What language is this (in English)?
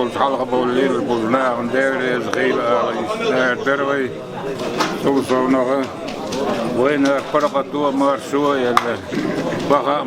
Chechen